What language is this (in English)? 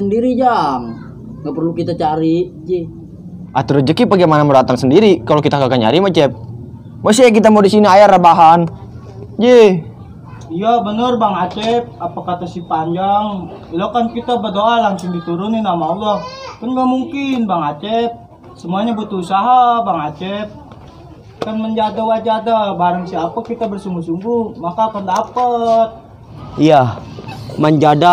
Betawi